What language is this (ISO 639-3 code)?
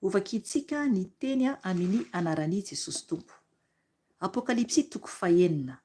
mlg